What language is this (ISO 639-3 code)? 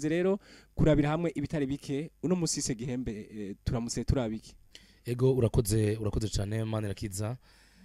run